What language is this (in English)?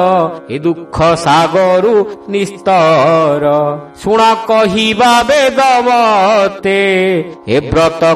Odia